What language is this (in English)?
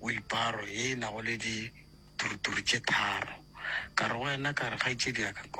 Northern Sotho